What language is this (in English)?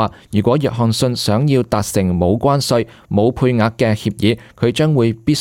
Cantonese